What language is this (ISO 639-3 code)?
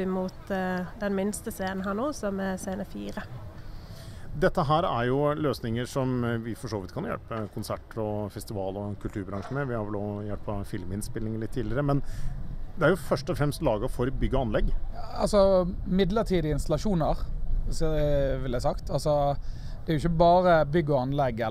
nor